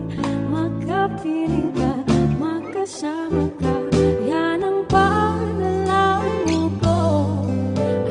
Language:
Filipino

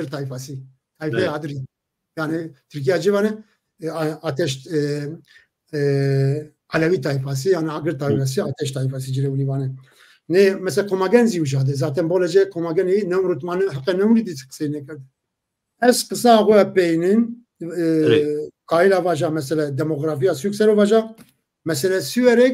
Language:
Zaza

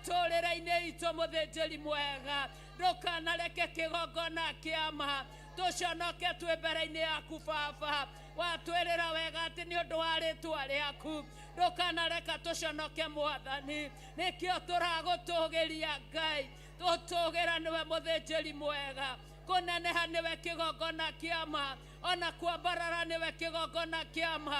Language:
Kikuyu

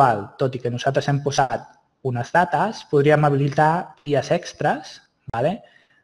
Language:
Catalan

